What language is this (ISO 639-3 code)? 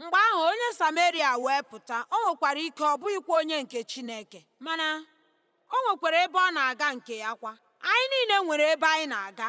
ibo